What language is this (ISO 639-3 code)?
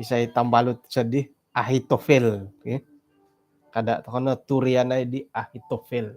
dtp